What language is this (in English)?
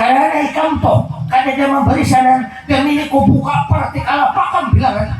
Banjar